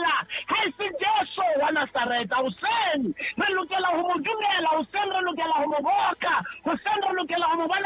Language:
Southern Sotho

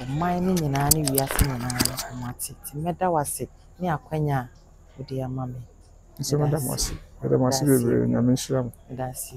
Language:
Akan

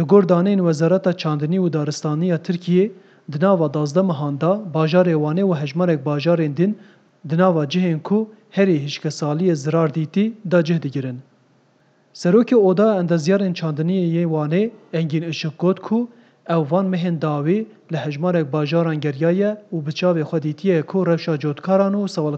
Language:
Kurdish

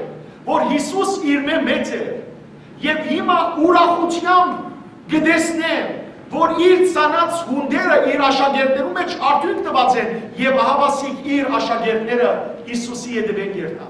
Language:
Western Armenian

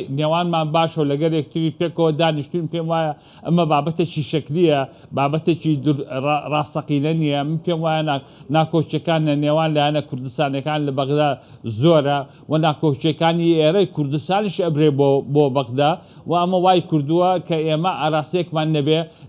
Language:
Central Kurdish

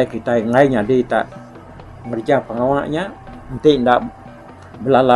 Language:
Iban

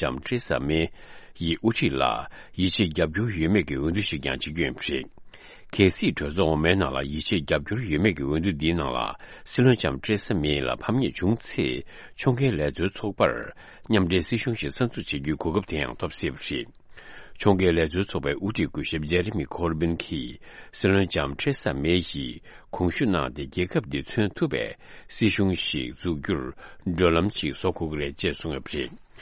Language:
Tibetan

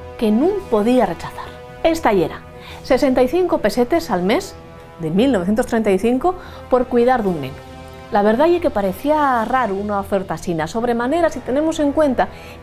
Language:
Asturian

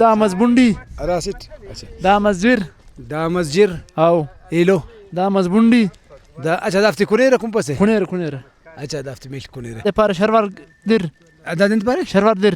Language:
Brahui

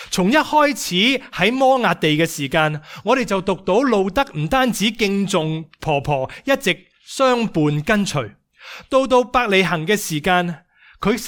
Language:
Cantonese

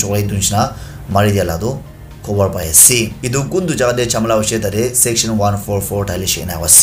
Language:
Naga Pidgin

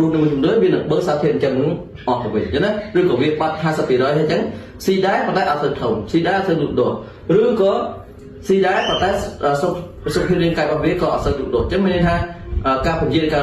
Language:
Khmer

